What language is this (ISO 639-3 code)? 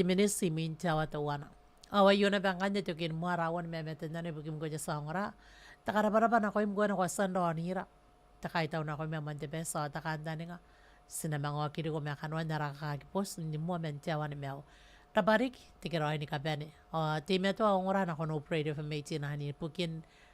gil